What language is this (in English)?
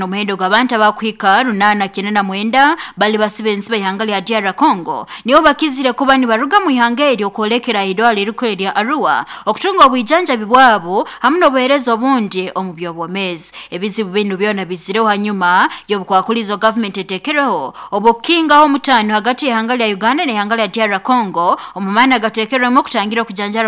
Nyoro